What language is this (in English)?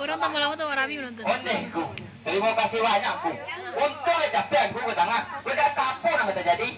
Minangkabau